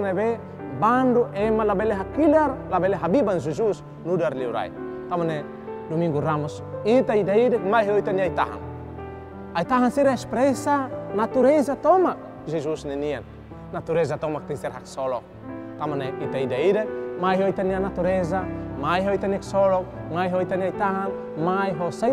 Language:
Tetum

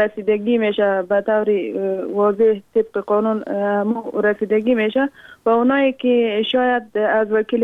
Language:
Persian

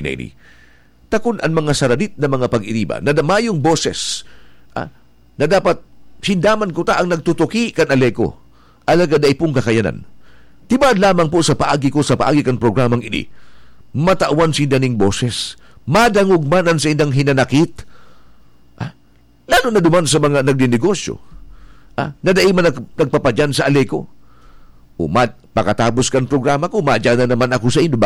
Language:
Bikol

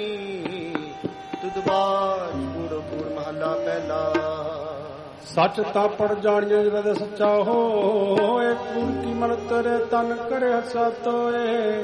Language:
Punjabi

